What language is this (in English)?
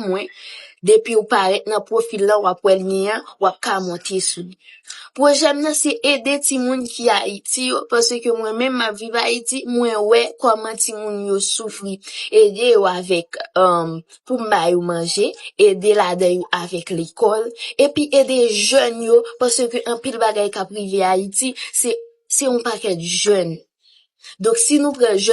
Haitian Creole